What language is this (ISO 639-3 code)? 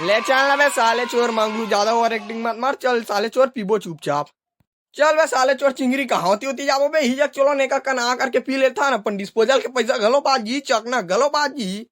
hne